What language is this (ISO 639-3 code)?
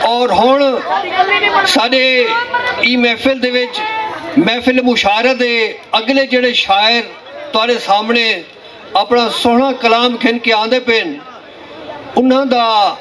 skr